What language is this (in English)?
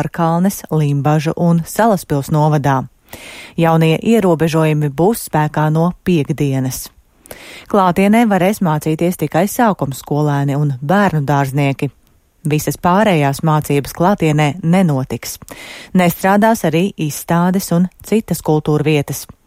Latvian